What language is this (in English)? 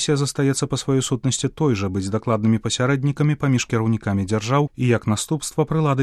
Belarusian